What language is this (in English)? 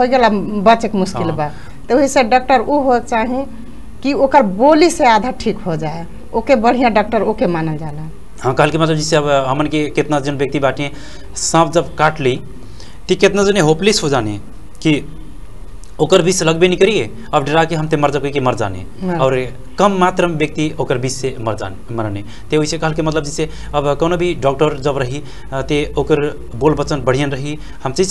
Bhojpuri